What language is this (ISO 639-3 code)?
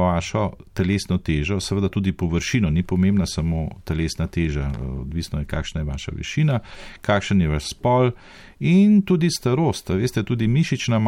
slv